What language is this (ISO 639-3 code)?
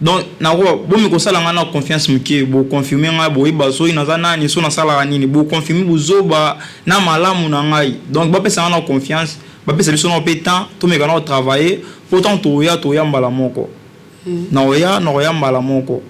lin